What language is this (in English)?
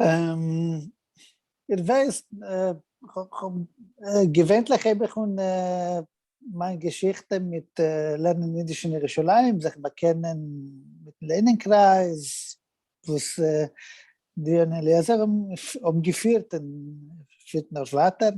Yiddish